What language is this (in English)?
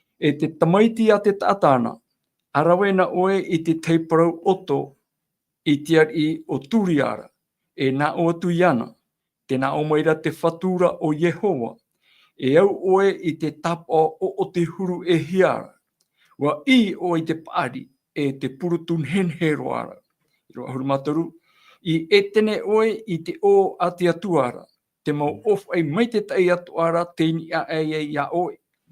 Tahitian